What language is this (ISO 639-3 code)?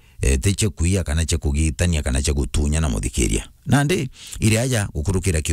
mer